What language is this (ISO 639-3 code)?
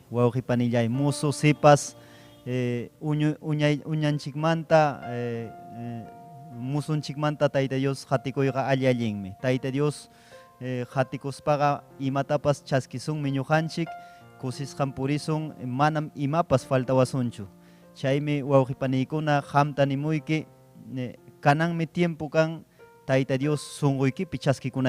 quy